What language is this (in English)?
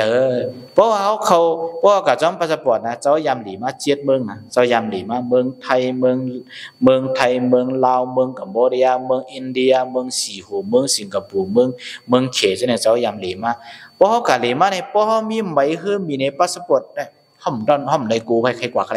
Shan